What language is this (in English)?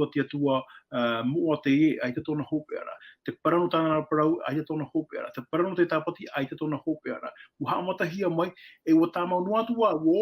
Tahitian